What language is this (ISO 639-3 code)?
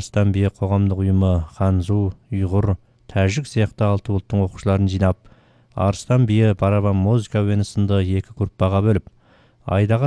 kaz